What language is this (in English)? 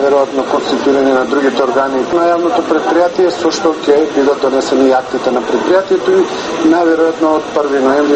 Macedonian